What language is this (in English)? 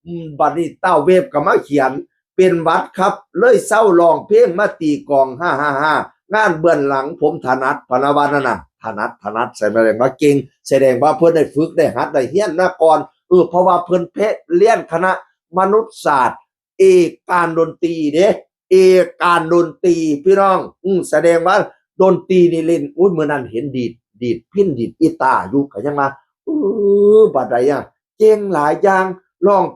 Northeastern Thai